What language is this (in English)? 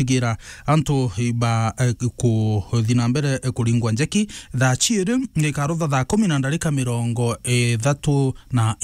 Meru